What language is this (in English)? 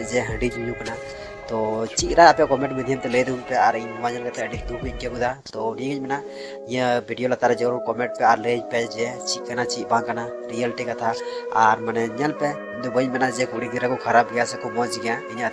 Santali